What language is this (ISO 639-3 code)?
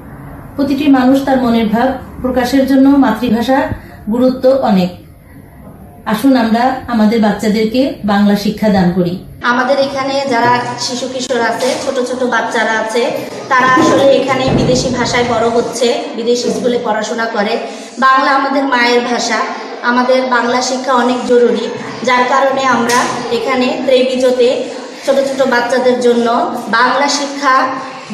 ben